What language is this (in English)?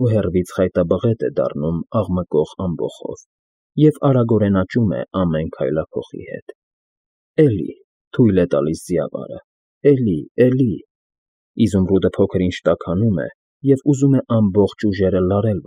Armenian